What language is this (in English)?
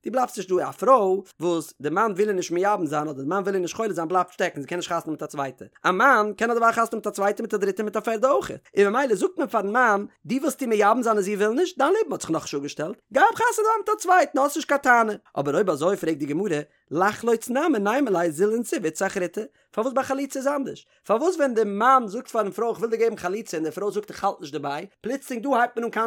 Yiddish